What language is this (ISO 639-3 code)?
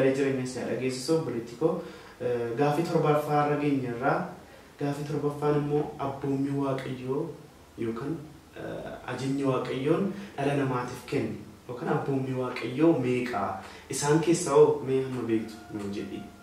orm